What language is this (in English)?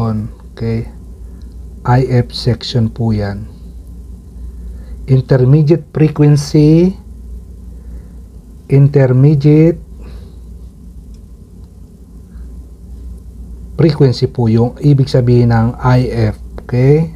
Filipino